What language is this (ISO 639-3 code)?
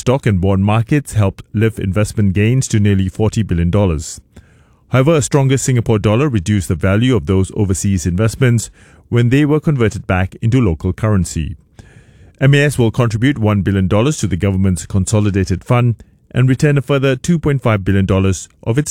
eng